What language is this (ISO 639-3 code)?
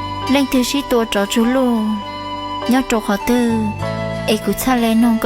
hmn